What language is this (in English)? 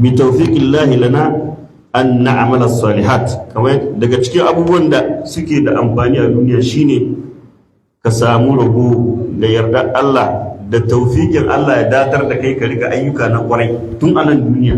Hausa